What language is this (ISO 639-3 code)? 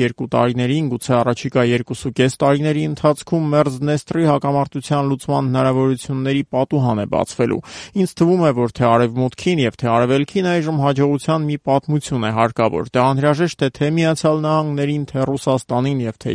hye